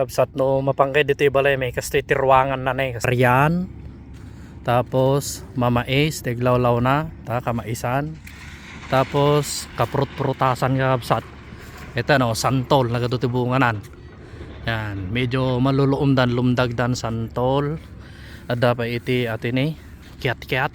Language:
Iloko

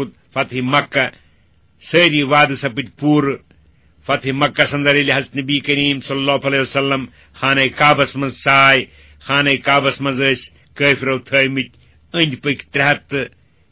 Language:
Kashmiri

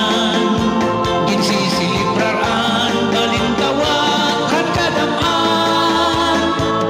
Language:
Waray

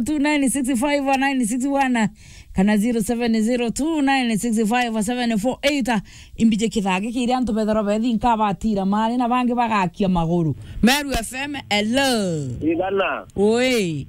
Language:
Meru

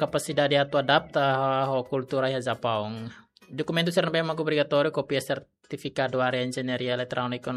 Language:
Tetum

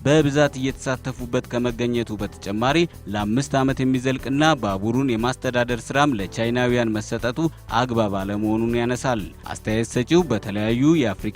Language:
Amharic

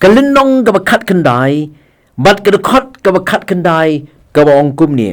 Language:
Khasi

